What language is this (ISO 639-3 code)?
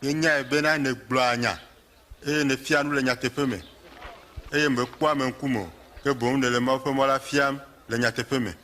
ewe